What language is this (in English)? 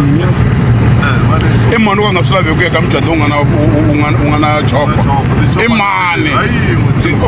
Tsonga